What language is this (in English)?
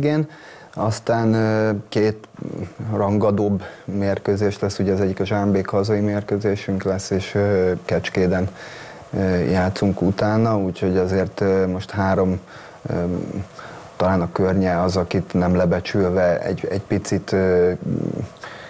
Hungarian